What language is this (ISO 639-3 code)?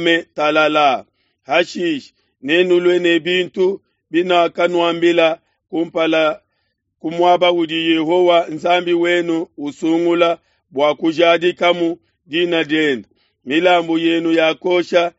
lua